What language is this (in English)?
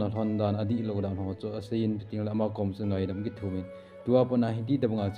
Thado Chin